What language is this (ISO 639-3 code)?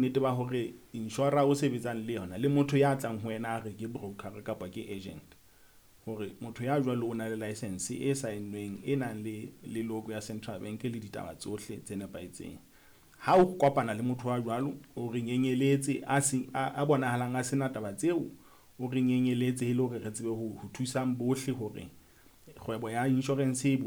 sot